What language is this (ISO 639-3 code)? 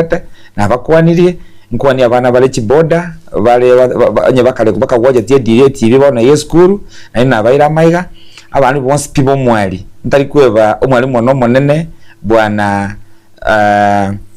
guz